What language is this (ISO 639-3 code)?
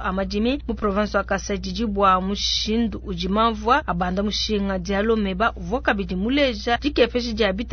lua